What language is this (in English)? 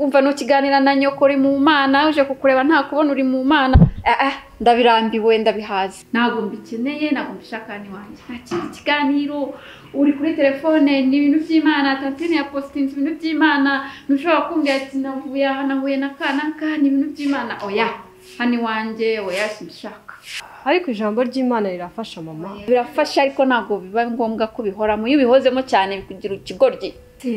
Kinyarwanda